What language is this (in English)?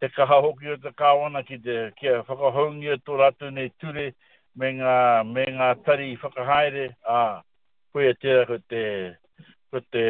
Māori